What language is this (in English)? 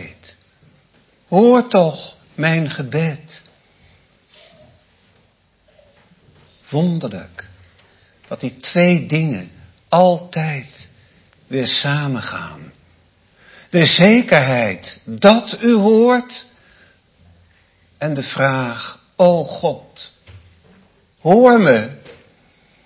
Dutch